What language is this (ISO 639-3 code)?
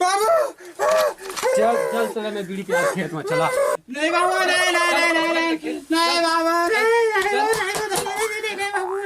hne